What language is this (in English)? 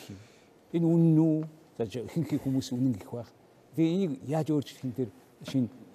Mongolian